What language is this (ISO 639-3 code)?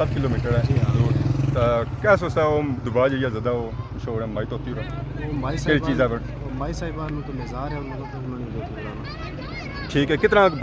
phr